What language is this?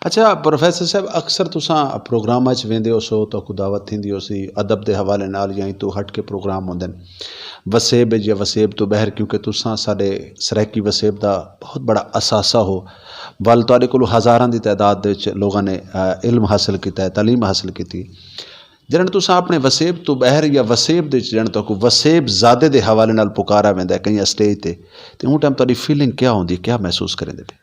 Saraiki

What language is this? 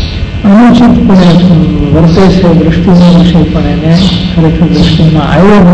Gujarati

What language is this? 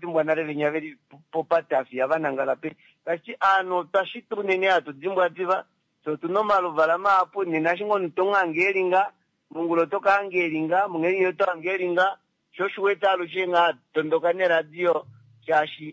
Kuanyama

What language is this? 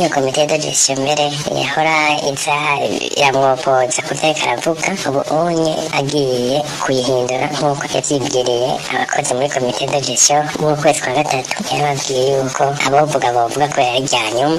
Rundi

